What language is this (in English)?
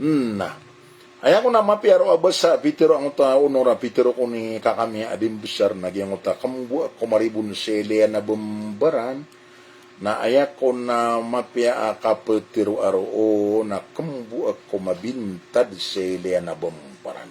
Maranao